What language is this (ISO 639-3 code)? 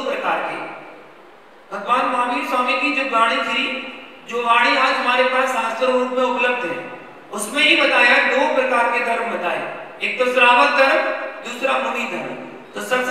hin